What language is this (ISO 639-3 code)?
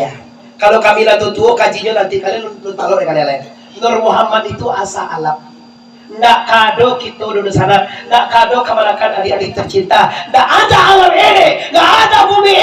min